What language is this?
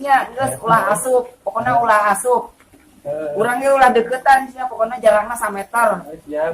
Sundanese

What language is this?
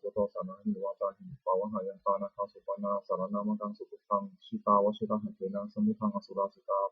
Pali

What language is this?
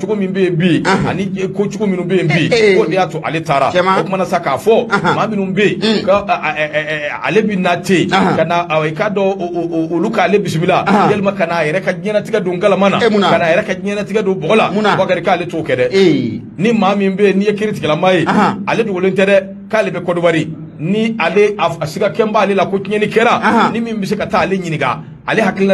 Bambara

